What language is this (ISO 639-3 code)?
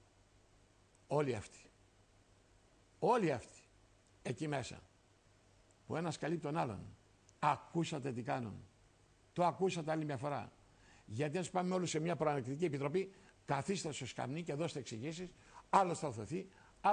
ell